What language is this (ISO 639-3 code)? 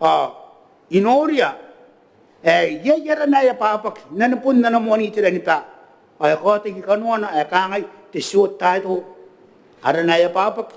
gil